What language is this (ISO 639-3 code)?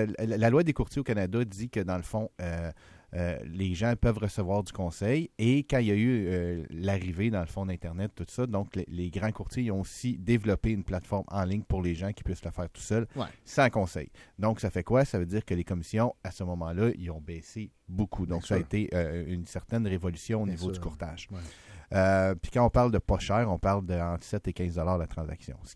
fra